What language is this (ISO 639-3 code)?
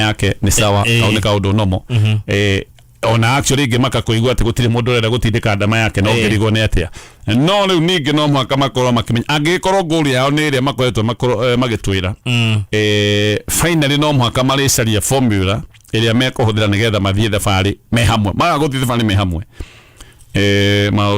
kik